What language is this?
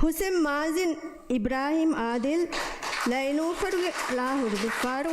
Divehi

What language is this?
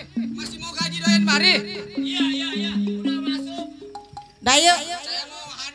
Betawi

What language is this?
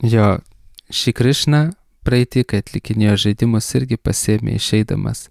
Lithuanian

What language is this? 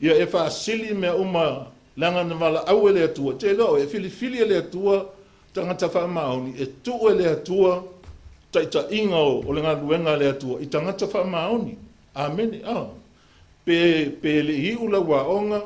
Samoan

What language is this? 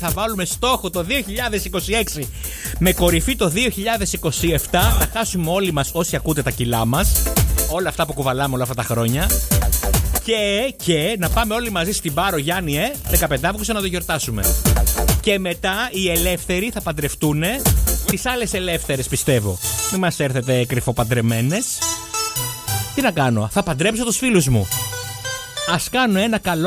Greek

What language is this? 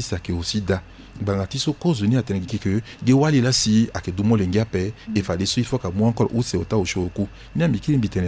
Sango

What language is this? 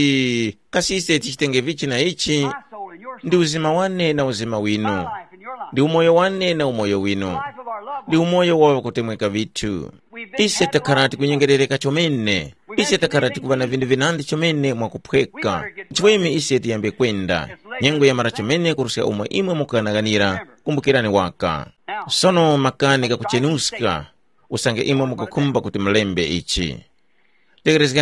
Tumbuka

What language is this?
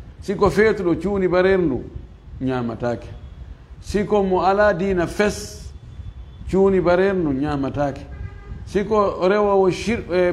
Fula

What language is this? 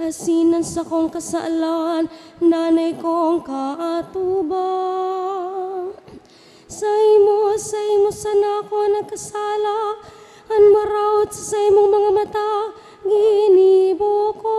Bikol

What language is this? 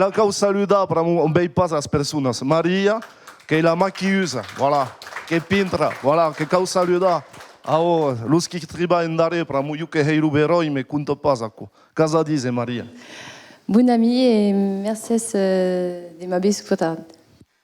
Occitan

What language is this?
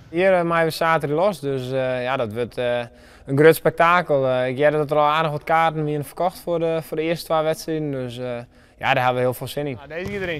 Western Frisian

